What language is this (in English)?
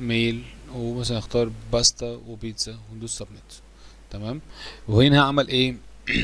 Egyptian Arabic